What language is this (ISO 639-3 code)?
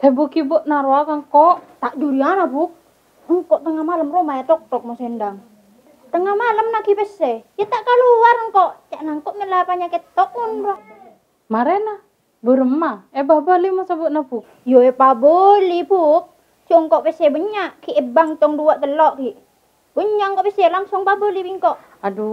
mad